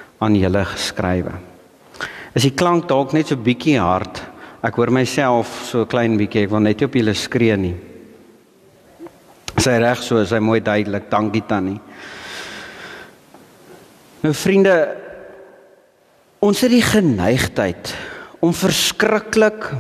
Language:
Afrikaans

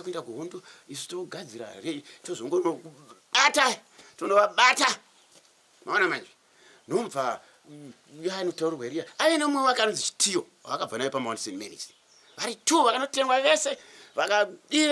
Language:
Shona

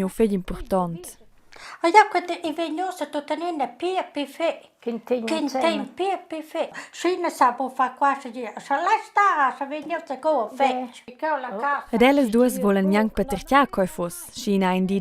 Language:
Romansh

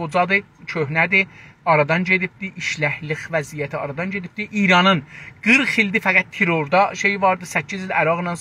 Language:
South Azerbaijani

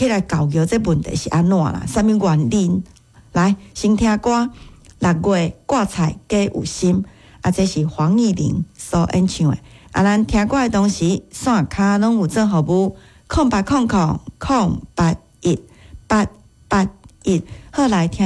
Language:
Min Nan Chinese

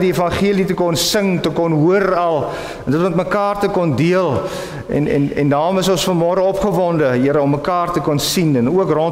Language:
Afrikaans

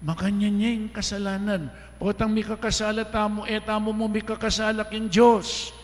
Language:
Pampanga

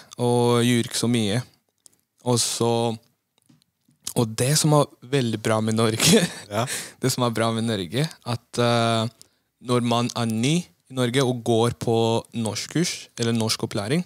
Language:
Norwegian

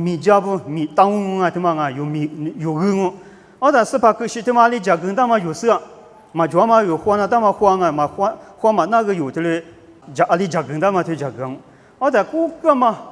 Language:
Lisu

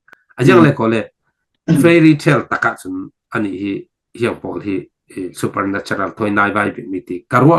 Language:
Falam Chin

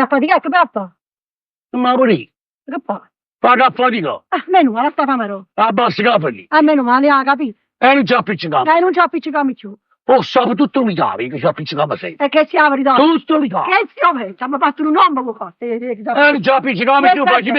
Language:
Neapolitan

